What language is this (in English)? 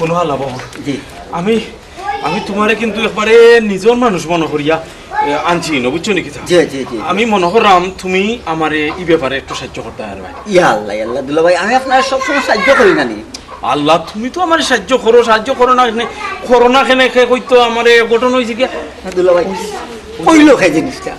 Sylheti